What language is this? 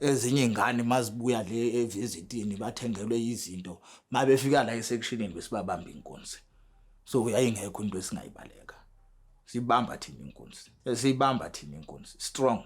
Zulu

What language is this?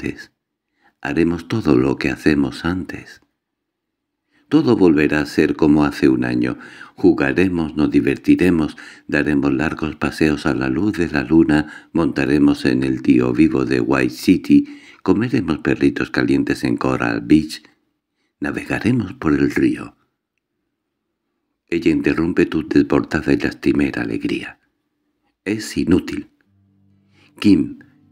Spanish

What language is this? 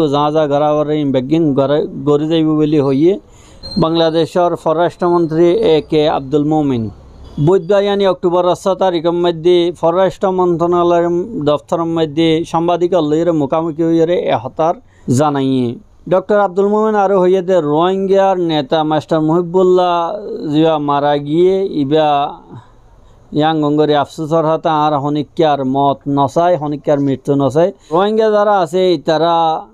Rohingya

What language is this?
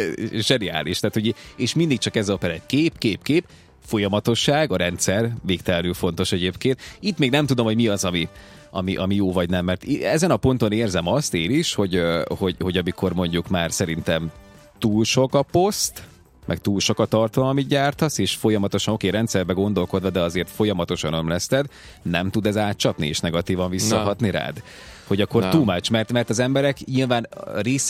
Hungarian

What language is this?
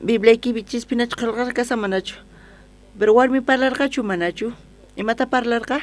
South Bolivian Quechua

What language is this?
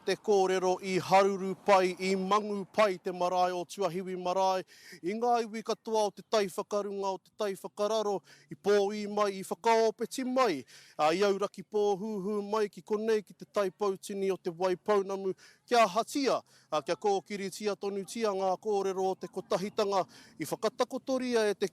Māori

